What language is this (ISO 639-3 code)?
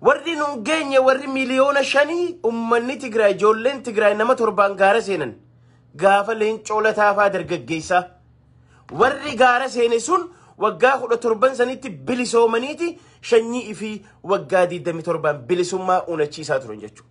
orm